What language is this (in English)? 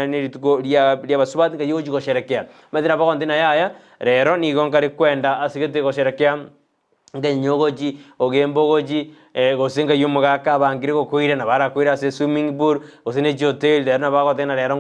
Gusii